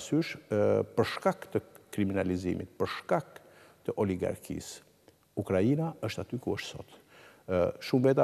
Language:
Albanian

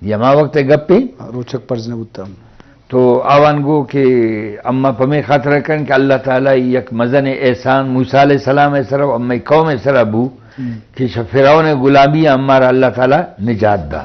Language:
Eastern Balochi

